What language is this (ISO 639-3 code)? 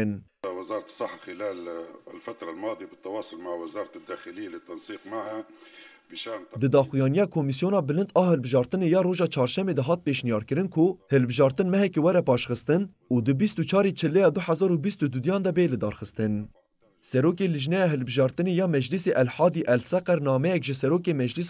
kur